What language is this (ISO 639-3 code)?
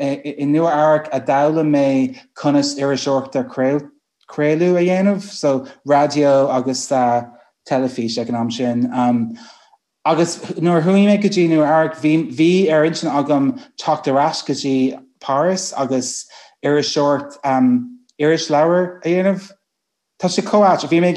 gle